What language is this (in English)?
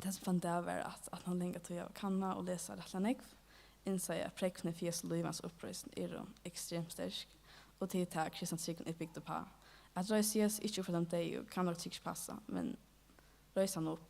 Faroese